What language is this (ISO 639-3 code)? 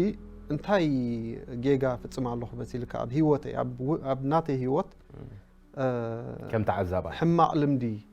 tir